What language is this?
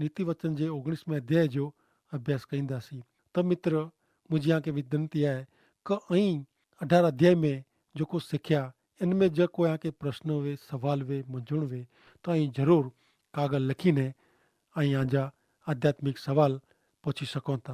Kachhi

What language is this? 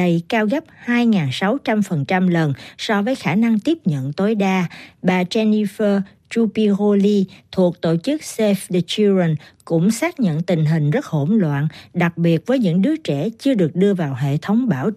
Vietnamese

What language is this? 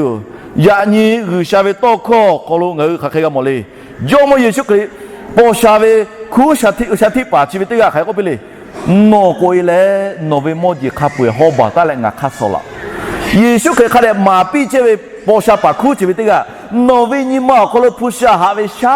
Lahu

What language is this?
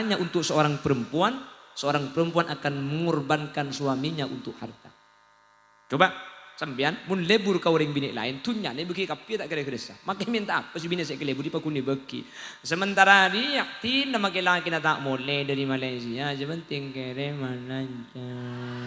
Madurese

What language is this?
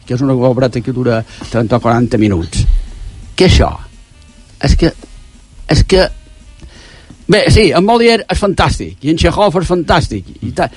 Catalan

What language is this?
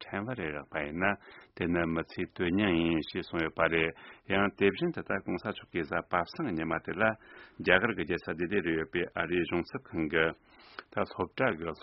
Tibetan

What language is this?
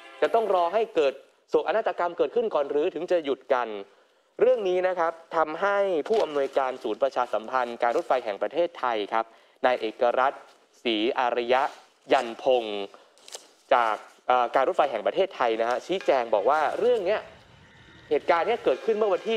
Thai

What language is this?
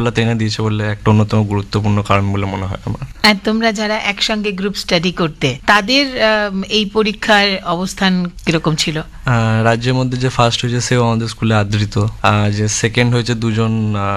Bangla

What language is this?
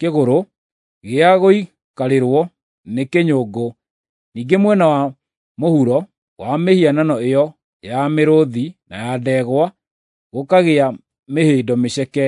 Kikuyu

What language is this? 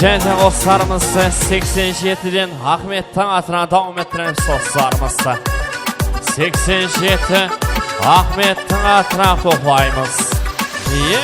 Kara-Kalpak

